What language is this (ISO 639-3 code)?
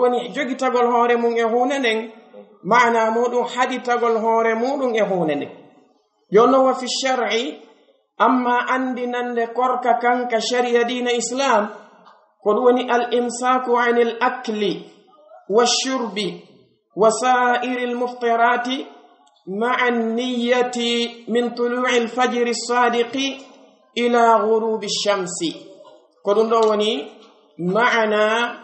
fuf